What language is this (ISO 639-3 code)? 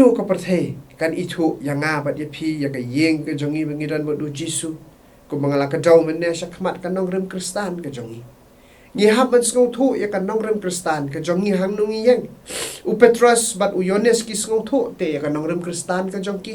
kha